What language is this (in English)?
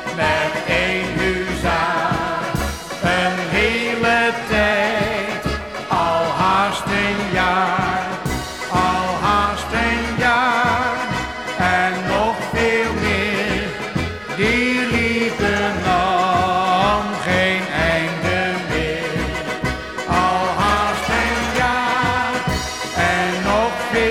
Dutch